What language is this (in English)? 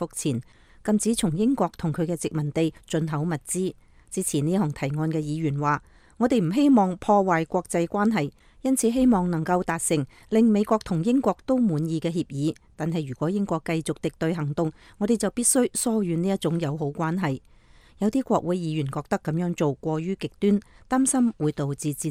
Cantonese